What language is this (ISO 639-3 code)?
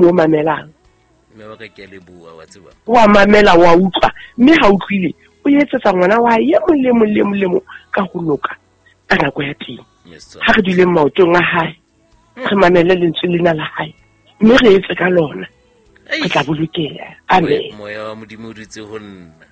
sot